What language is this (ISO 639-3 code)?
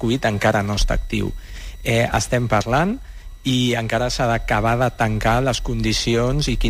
cat